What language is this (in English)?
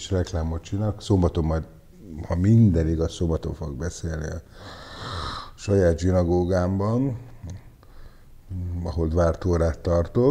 Hungarian